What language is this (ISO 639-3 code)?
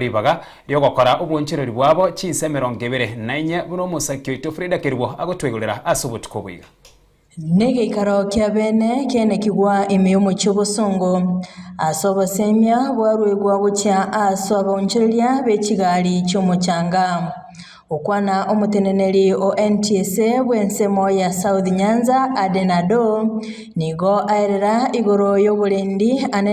guz